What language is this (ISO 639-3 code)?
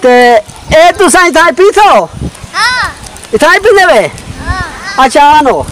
skr